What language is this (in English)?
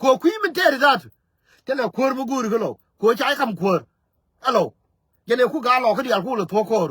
Nuer